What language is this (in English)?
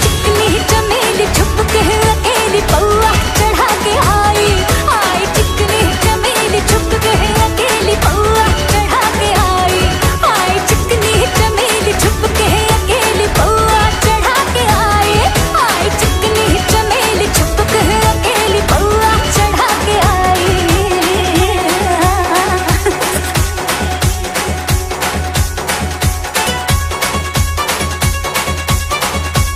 Hindi